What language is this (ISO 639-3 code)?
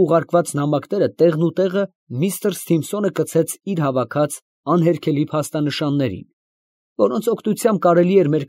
hye